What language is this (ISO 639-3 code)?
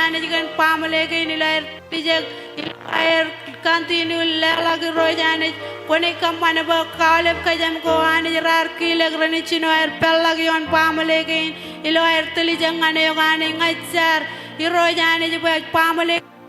mah